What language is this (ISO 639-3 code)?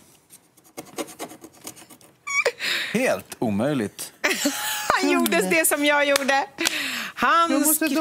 swe